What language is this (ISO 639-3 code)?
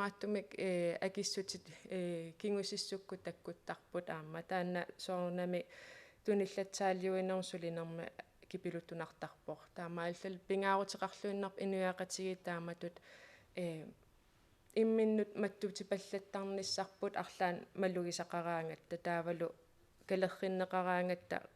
kal